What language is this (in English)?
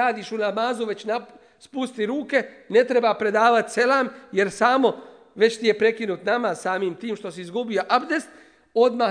Bosnian